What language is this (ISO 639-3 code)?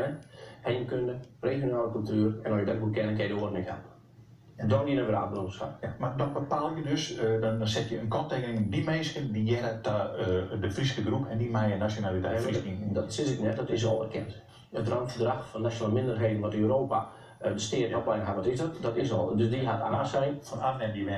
fry